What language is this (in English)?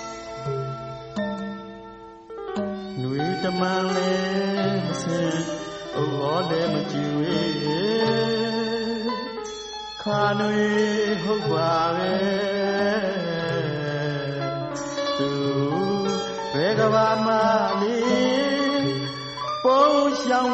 Burmese